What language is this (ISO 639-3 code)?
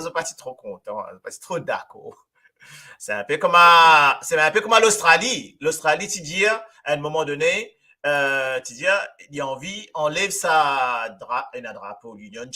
mfe